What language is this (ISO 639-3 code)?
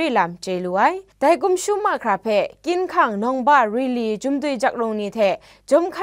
kac